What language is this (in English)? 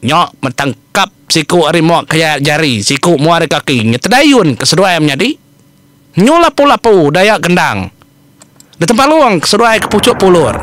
Iban